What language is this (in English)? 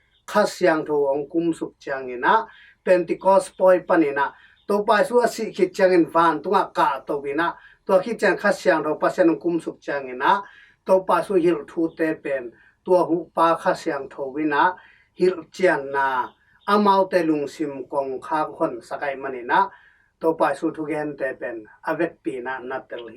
Tedim Chin